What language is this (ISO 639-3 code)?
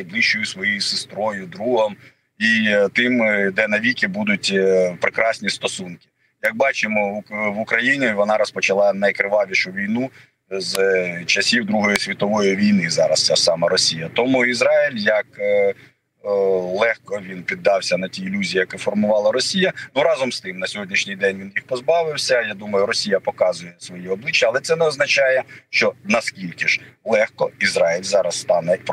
ukr